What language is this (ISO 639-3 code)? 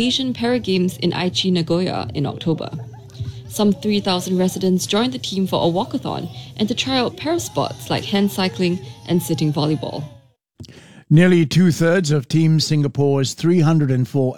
eng